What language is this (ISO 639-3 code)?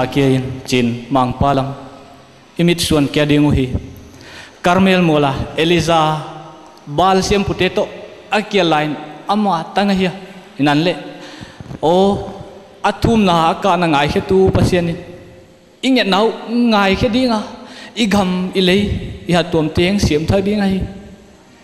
ctd